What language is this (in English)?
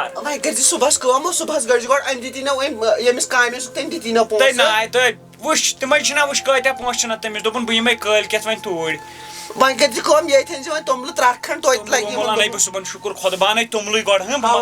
Kashmiri